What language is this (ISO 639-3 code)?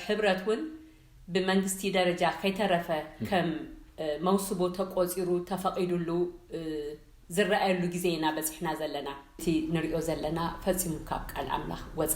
tir